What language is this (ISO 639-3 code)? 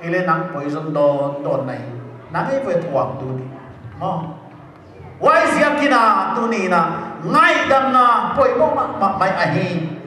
pck